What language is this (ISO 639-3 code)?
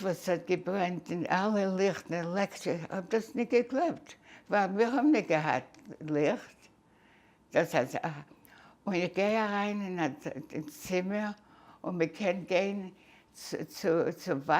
yid